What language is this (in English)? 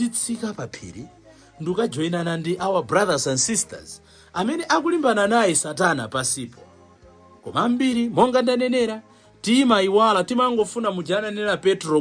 Nyanja